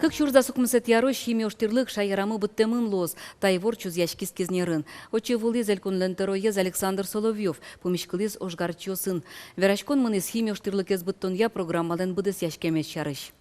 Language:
Udmurt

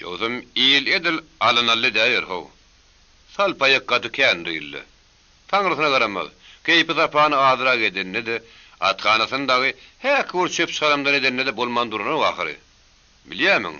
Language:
Turkmen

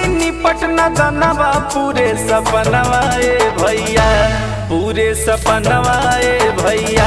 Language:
Bhojpuri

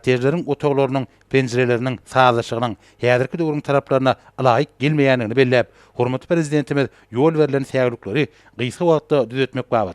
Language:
Turkmen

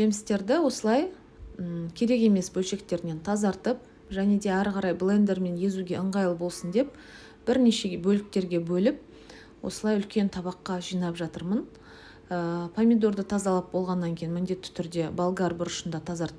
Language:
Kazakh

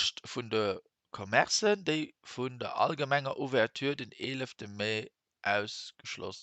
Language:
Luxembourgish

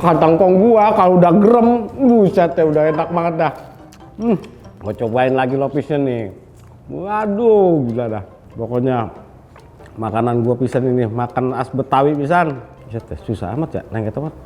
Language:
Betawi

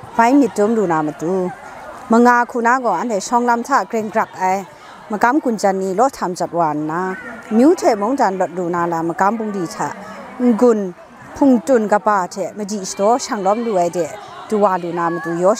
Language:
Kachin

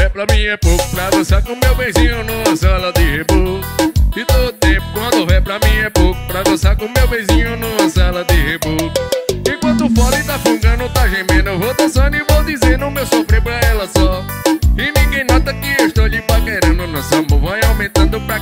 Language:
Portuguese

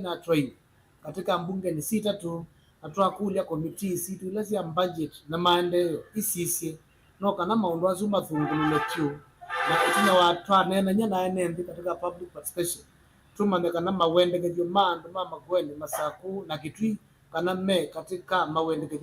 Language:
Kamba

